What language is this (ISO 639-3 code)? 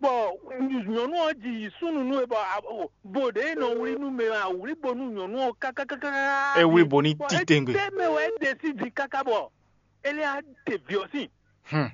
fon